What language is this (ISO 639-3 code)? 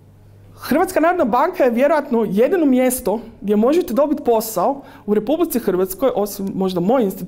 hrv